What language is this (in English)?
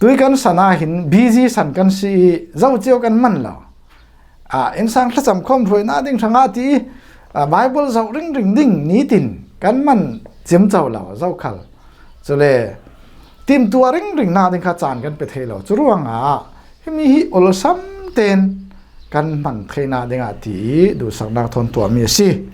Falam Chin